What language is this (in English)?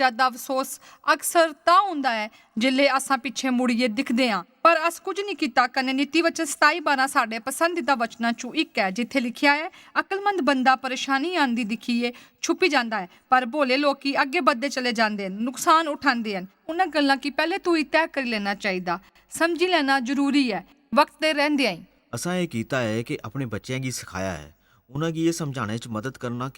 Dogri